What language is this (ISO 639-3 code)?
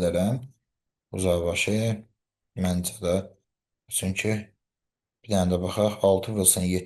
aze